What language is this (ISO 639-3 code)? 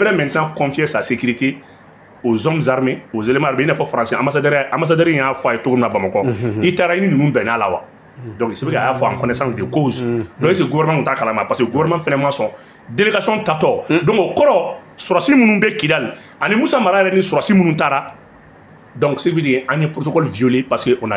bam